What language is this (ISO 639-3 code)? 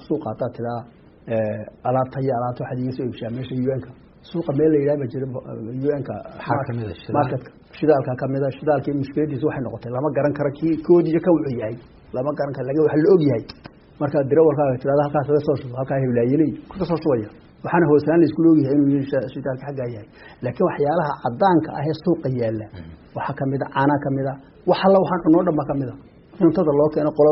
som